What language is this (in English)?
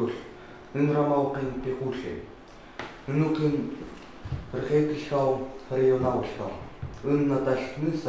Chukot